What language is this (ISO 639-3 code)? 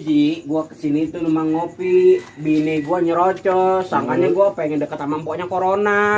bew